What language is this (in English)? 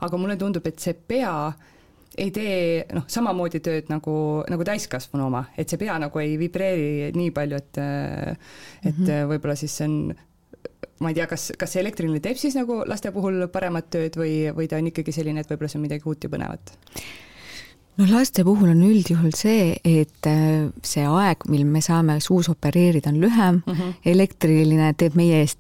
Estonian